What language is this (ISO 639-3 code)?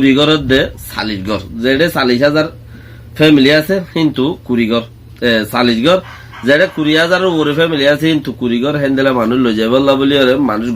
rhg